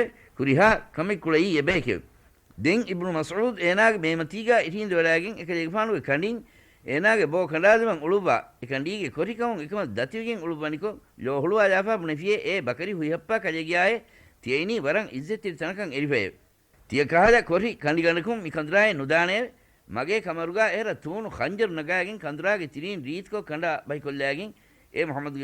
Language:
Divehi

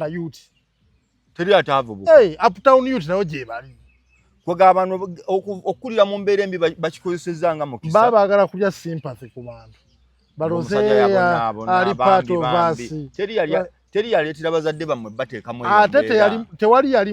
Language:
Ganda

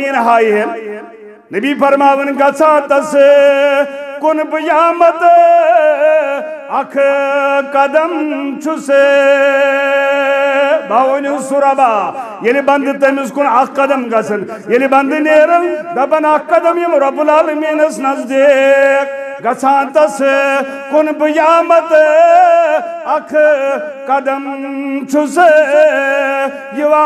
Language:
Kashmiri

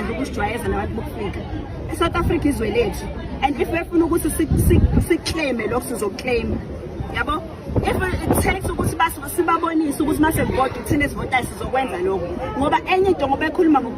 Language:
Zulu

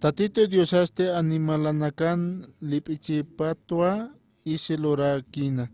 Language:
Aymara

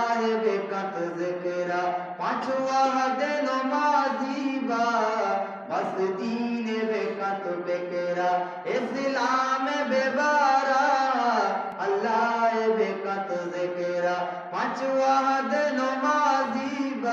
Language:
Eastern Balochi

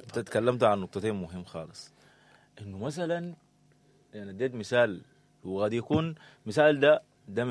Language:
Sudanese Arabic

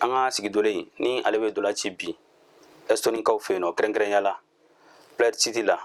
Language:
Bambara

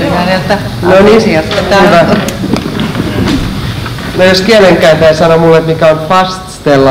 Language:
Finnish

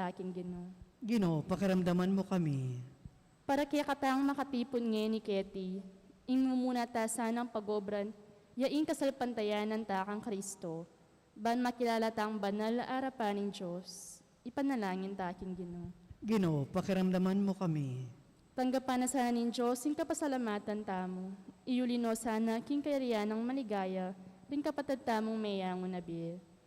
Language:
Pampanga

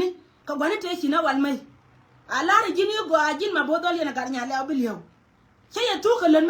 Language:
Nuer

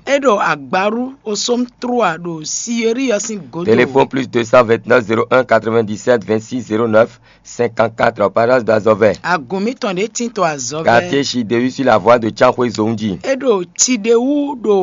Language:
Fon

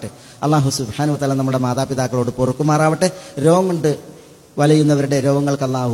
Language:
Malayalam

